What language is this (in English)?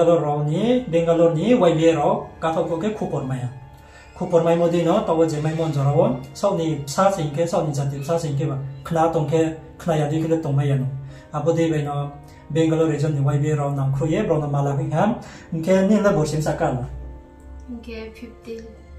Riang (India)